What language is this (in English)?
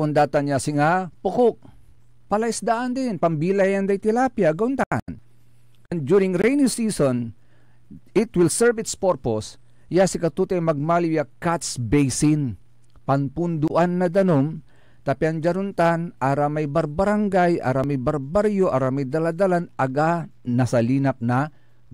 Pangasinan